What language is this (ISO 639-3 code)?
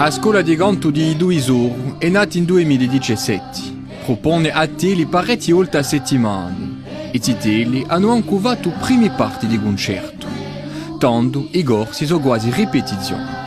cos